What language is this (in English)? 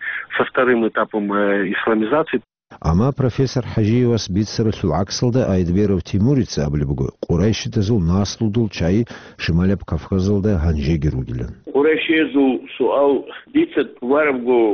Avaric